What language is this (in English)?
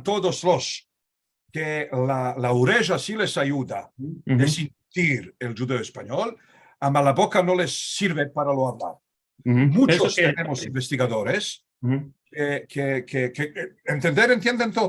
Ladino